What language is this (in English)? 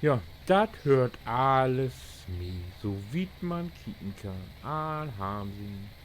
Low German